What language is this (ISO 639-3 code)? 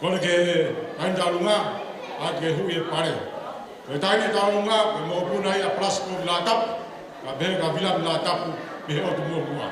ton